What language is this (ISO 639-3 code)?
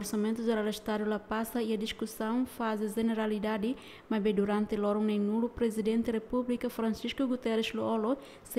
tet